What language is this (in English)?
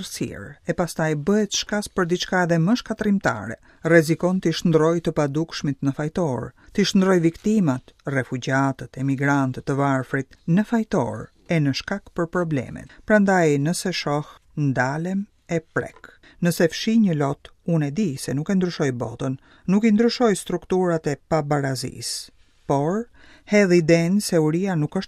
Albanian